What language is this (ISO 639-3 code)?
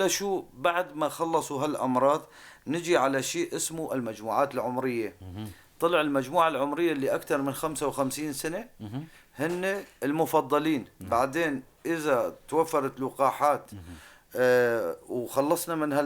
apc